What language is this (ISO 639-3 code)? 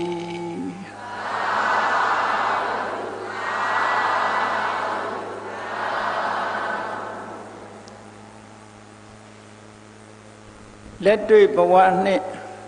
mya